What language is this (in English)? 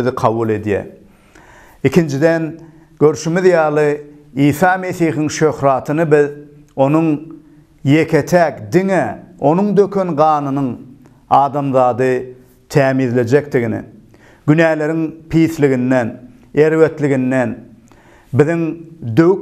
Turkmen